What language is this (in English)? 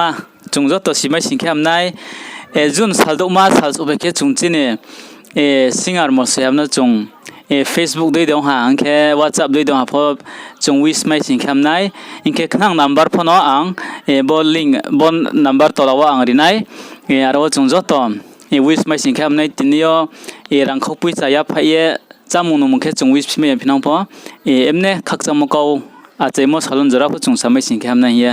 Riang (India)